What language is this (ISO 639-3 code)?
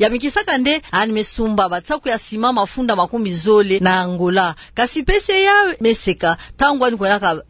ktu